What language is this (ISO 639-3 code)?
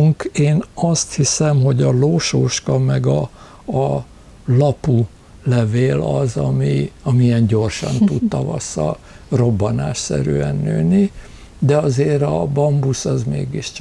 hun